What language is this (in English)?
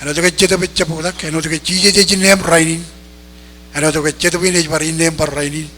Marshallese